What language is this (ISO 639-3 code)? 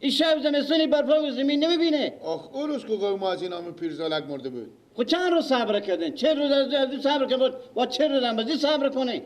fas